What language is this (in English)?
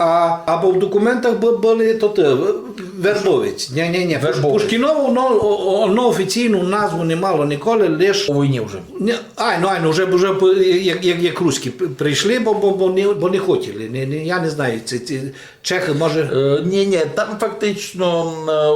Rusyn